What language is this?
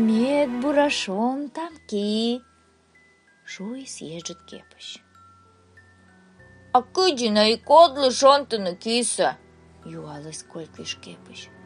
Komi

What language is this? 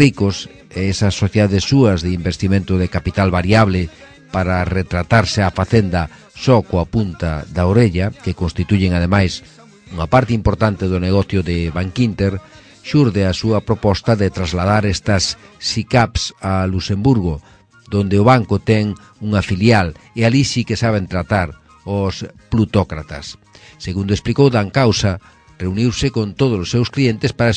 Galician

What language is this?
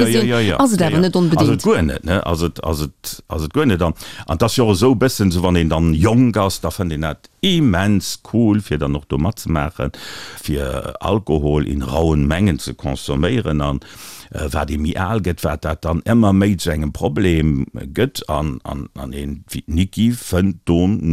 Luxembourgish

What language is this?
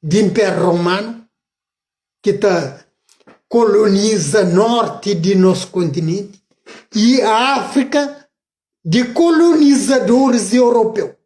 Kabuverdianu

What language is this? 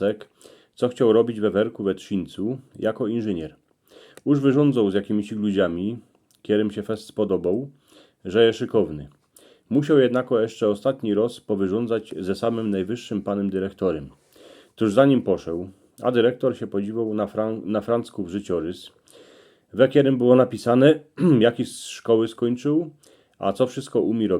Silesian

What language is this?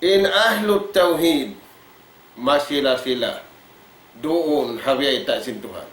Tausug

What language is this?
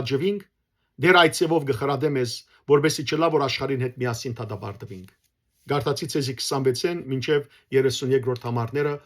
Western Armenian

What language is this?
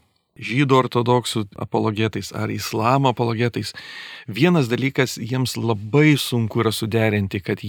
Lithuanian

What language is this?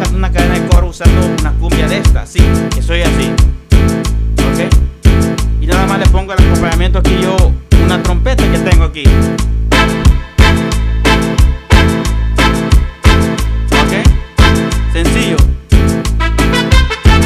Spanish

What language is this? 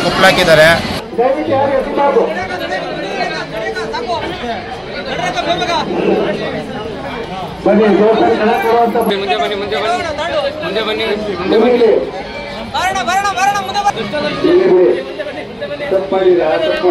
Kannada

